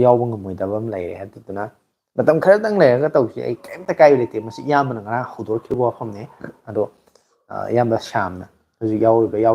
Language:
Manipuri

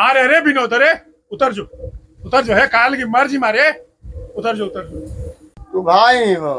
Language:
Magahi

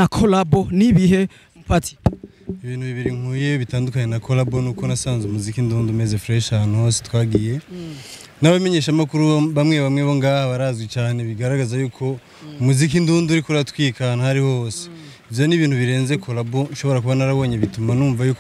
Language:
Rundi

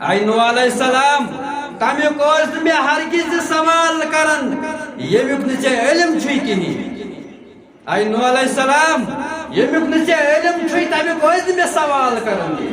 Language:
Kashmiri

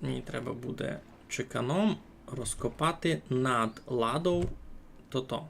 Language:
Rusyn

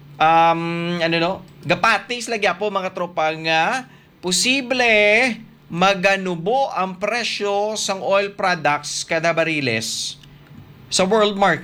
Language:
Hiligaynon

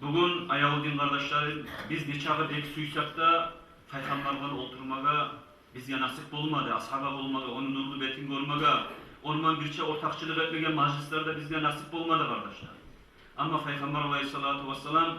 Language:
Kumyk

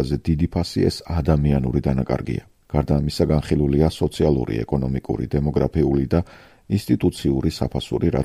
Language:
Georgian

